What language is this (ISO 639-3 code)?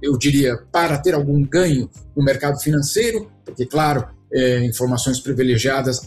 por